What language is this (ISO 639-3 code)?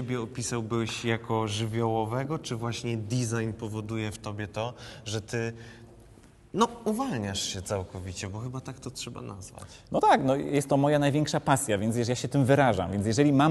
pol